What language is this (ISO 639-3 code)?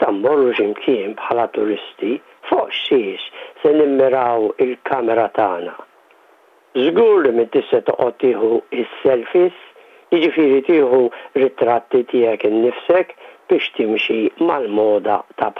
mlt